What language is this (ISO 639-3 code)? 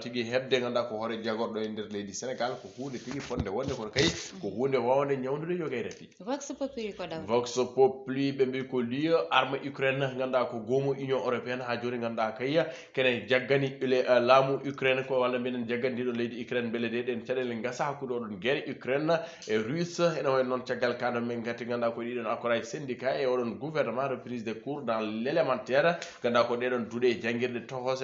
ful